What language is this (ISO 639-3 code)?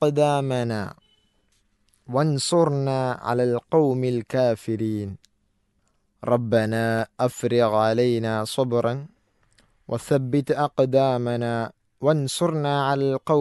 mal